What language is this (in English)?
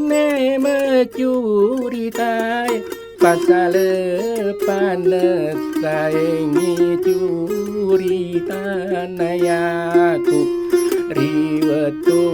Buginese